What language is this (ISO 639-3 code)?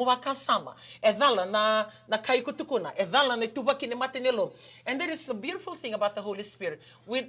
fij